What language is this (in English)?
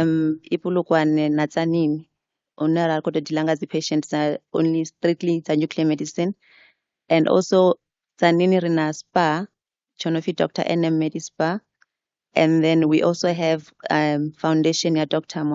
Venda